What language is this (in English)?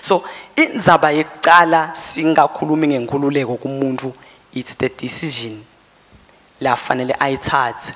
Swati